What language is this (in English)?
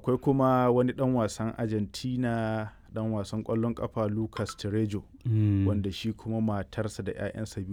Hausa